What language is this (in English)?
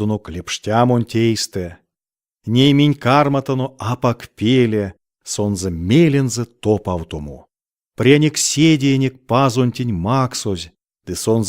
Erzya